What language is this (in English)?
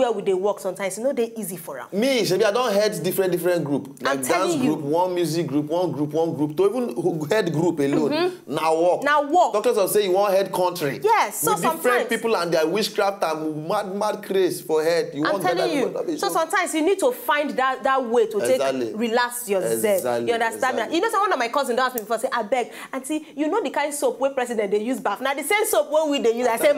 Nigerian Pidgin